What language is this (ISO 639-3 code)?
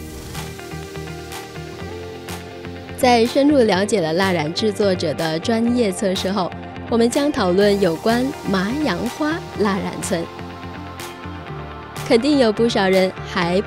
zho